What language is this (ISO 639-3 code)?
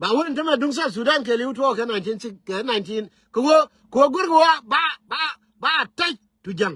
nus